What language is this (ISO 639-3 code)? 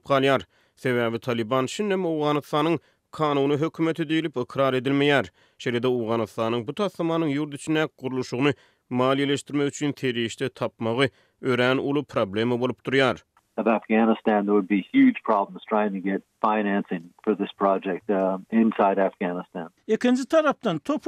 tuk